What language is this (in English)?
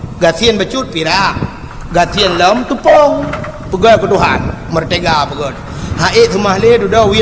Achinese